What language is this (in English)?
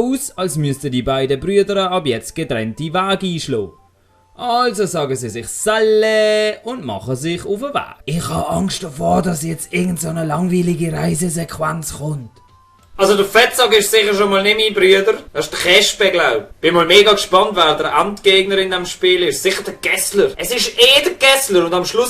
Swiss German